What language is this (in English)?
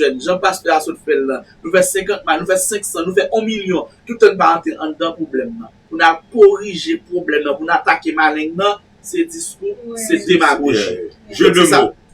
Haitian Creole